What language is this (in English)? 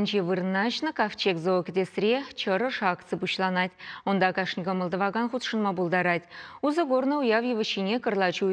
Chuvash